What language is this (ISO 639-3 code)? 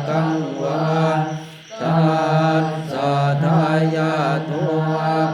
pli